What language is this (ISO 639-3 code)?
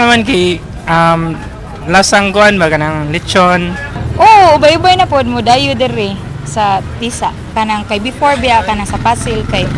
ceb